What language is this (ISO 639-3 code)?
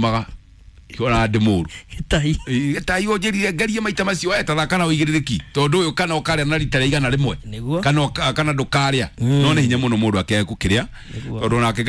kik